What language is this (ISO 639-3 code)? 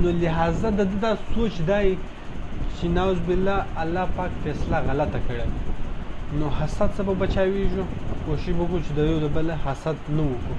pus